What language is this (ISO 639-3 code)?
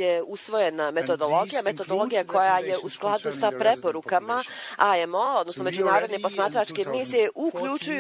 bos